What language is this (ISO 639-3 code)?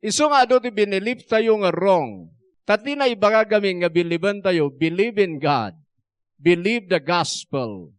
ilo